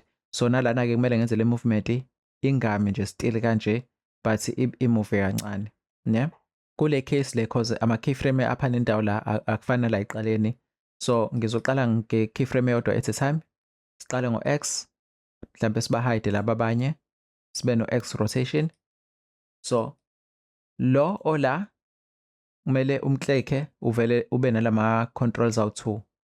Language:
Zulu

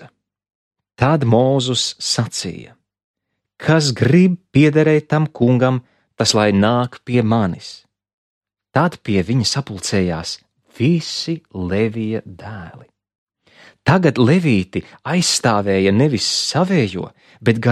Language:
Latvian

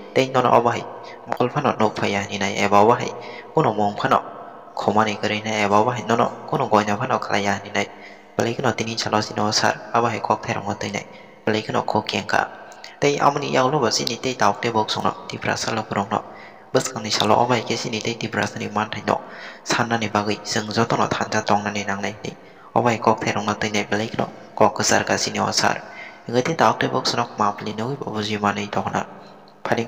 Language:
Kok Borok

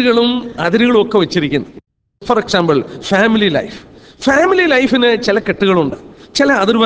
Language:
Malayalam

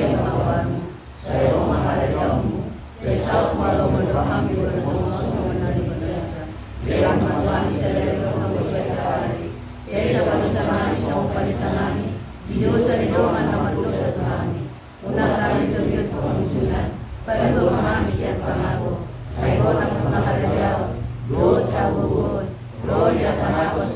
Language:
Batak Toba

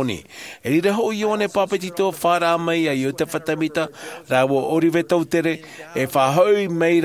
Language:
Tahitian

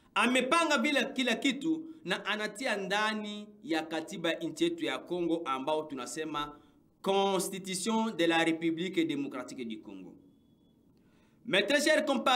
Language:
Swahili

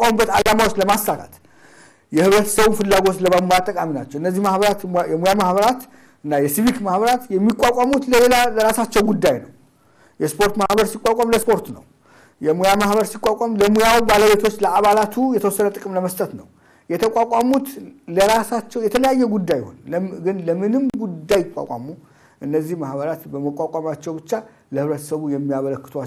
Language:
Amharic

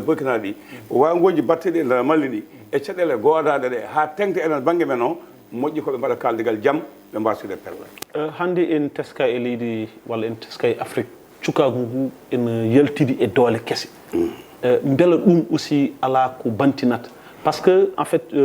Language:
Fula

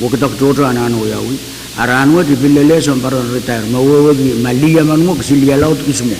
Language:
Pohnpeian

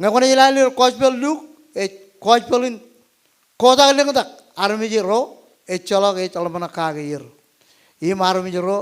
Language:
Marshallese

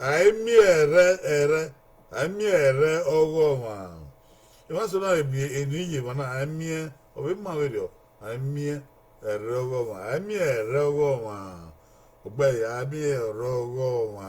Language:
Bini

